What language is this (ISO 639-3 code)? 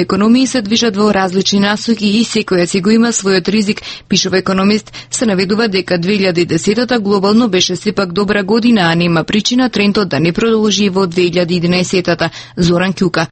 mkd